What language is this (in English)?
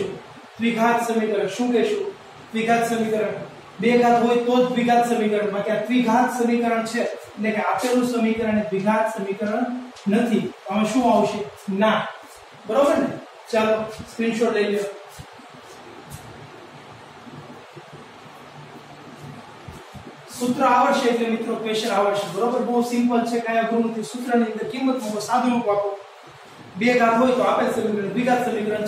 Gujarati